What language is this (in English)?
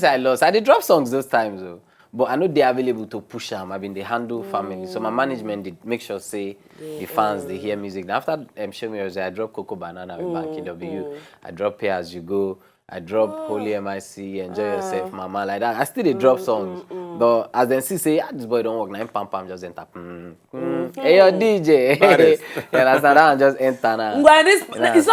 Nigerian Pidgin